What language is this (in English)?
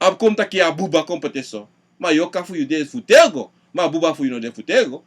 Sranan Tongo